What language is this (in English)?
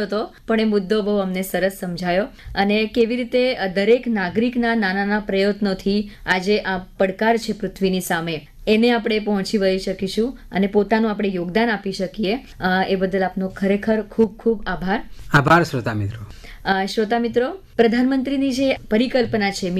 Gujarati